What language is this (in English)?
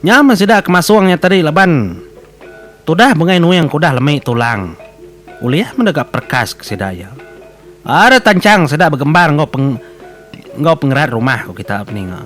Iban